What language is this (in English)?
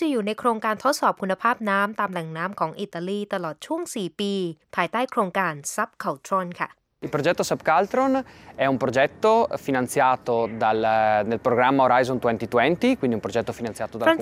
Thai